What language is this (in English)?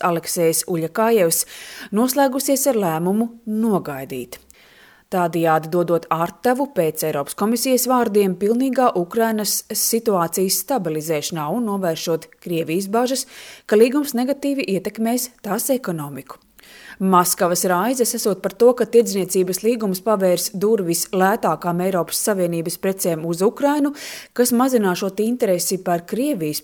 Latvian